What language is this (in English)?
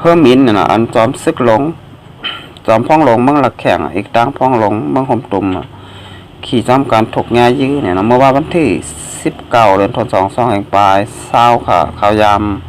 Shan